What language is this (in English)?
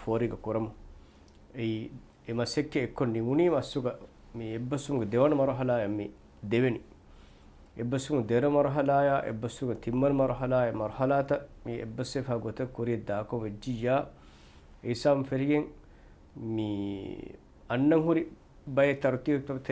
Divehi